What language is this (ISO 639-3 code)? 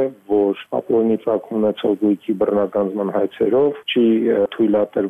hye